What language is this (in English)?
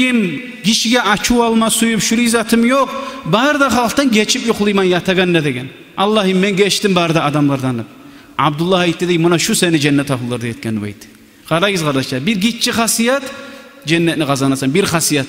Kumyk